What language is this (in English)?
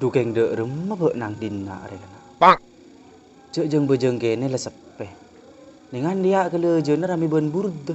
Madurese